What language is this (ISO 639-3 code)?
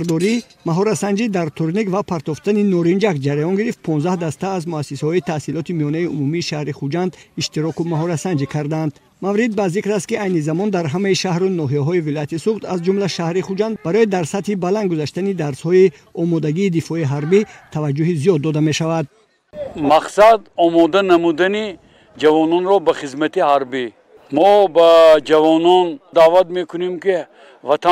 tgk